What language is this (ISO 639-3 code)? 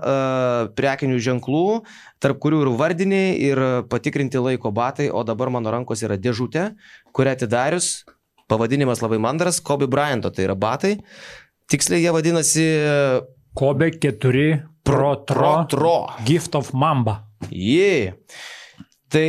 lit